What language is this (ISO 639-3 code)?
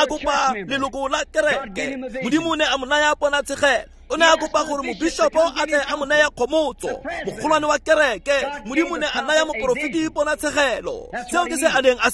tsn